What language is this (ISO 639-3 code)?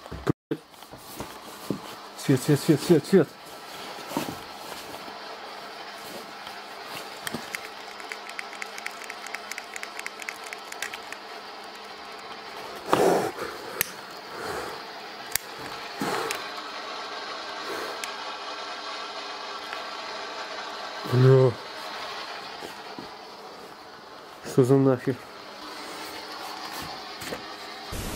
rus